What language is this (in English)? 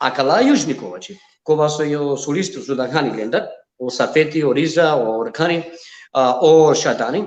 Balkan Romani